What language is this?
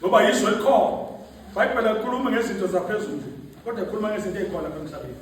Zulu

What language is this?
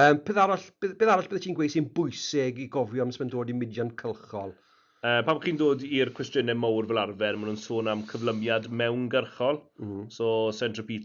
Welsh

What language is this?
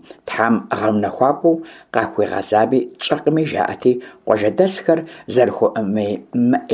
Kabardian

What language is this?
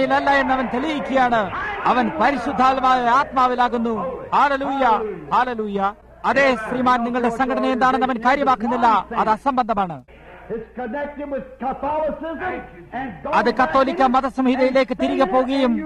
Malayalam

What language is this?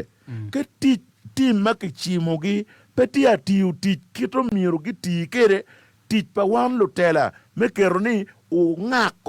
Acoli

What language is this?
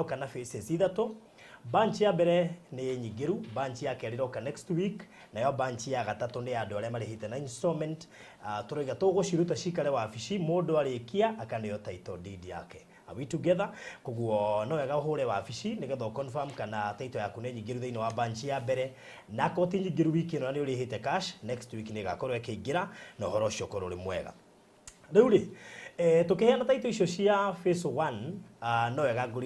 Kikuyu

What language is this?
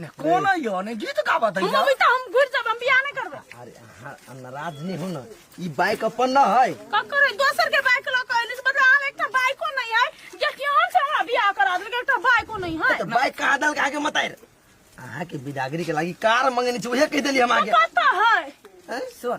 Maithili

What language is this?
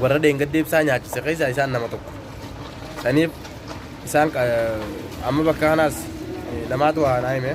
Oromo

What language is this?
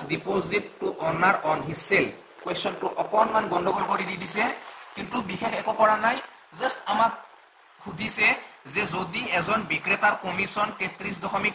Assamese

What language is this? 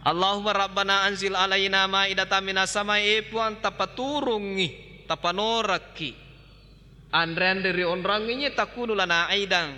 Buginese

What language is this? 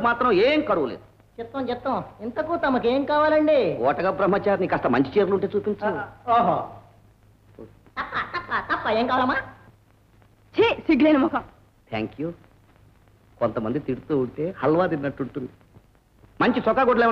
Telugu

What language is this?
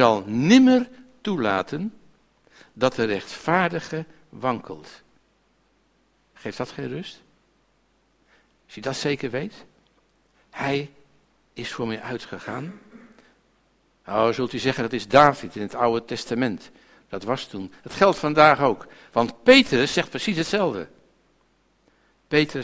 Dutch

